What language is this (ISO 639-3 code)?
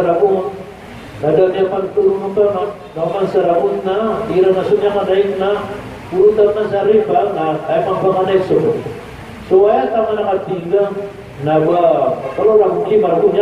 mrw